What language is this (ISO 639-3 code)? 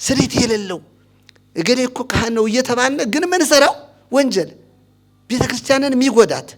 amh